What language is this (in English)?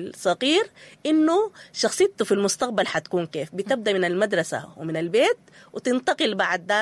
Sudanese Arabic